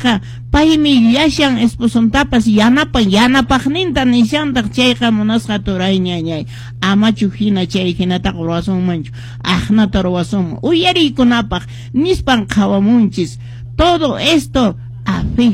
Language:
Quechua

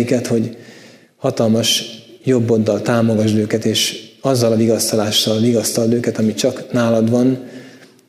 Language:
Hungarian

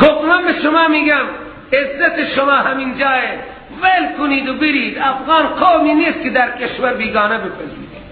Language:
Persian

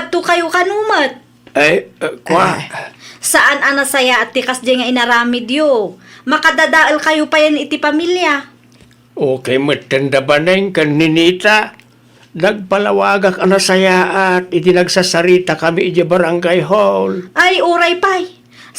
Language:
Iloko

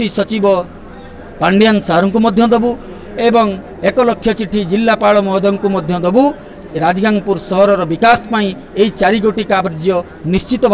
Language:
Odia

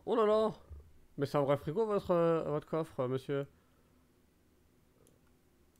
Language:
French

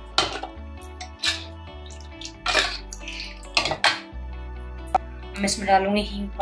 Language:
Hindi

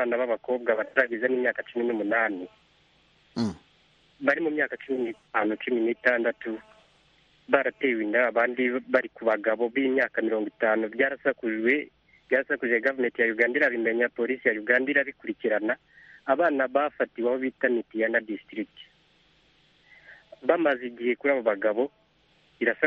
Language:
Kinyarwanda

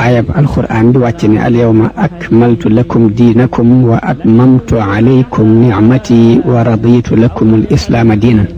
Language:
Wolof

